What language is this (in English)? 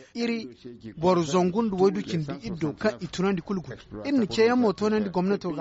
Zarma